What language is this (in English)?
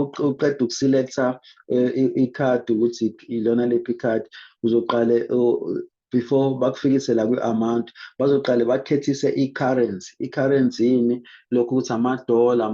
Zulu